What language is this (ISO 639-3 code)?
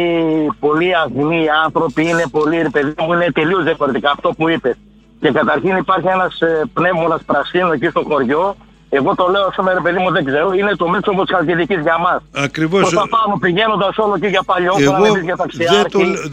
ell